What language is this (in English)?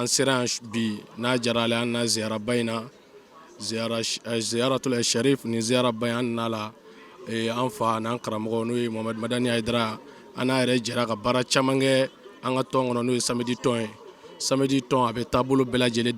Bambara